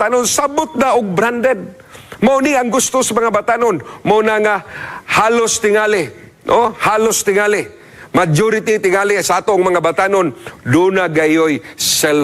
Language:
Cebuano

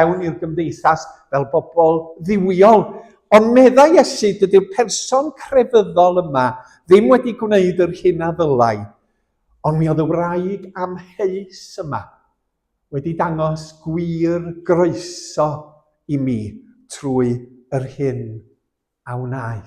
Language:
Welsh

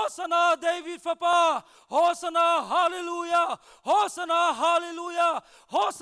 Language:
Hakha Chin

